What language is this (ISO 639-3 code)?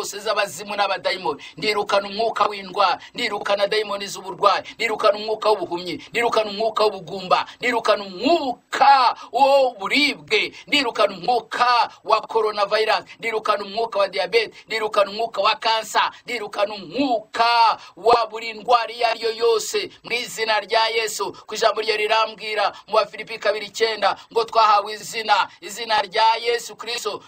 kin